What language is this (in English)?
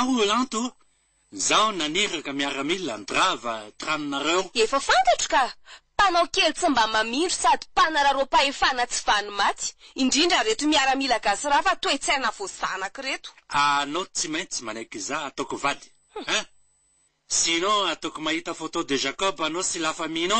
Malagasy